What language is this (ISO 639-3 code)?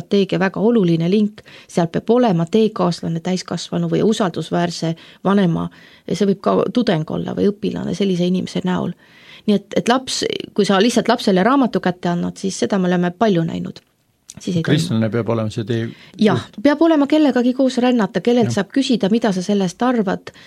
est